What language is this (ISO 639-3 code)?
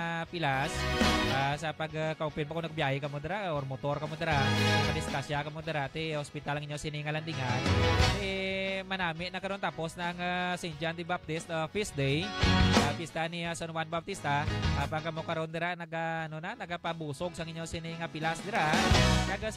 hil